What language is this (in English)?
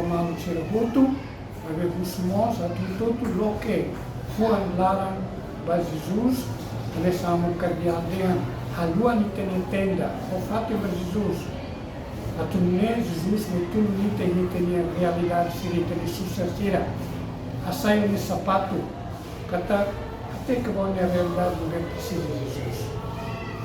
Tetum